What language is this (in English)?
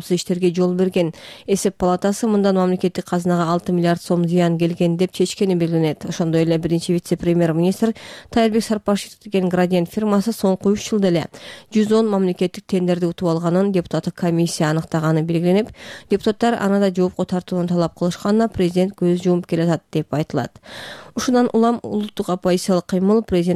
Kyrgyz